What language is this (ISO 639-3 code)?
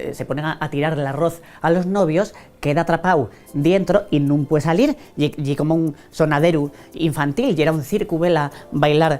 ast